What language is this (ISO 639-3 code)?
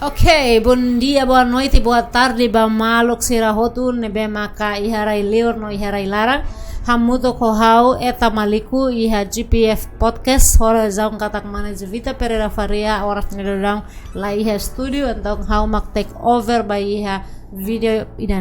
tet